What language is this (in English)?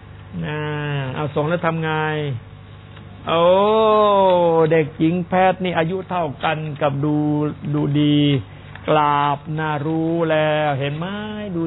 Thai